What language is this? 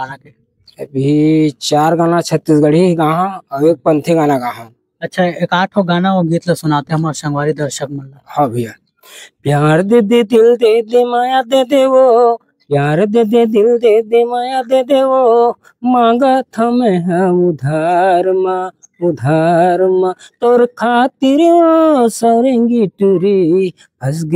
Chhattisgarhi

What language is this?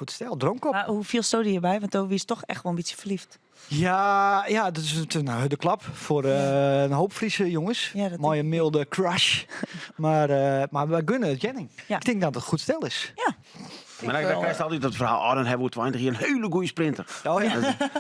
Western Frisian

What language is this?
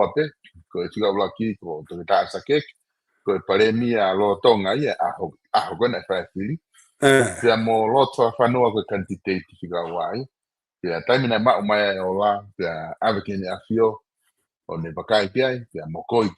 Tongan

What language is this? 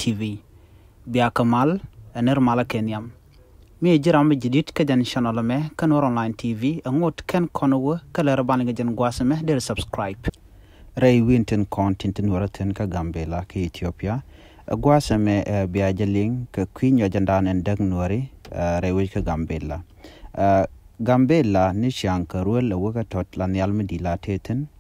Nuer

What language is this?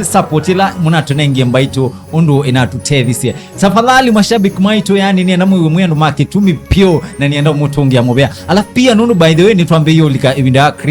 Kamba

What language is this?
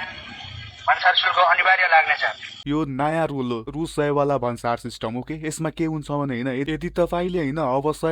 Nepali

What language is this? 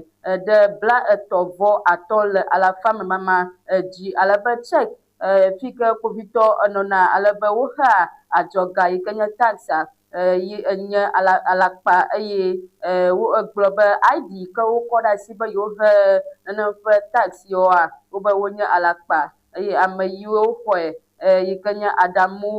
Ewe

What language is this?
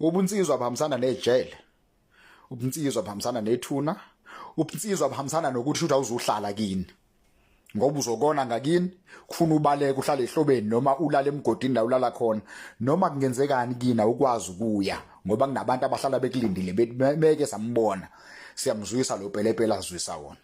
Zulu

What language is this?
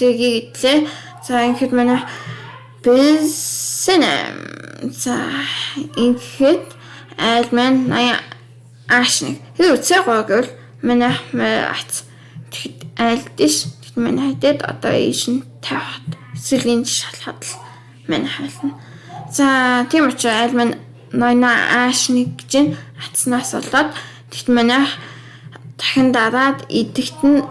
Mongolian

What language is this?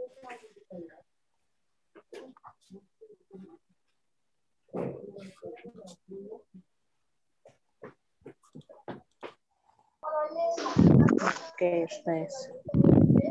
English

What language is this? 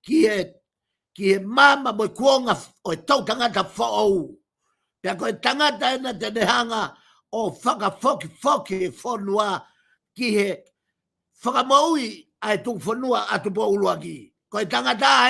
Tongan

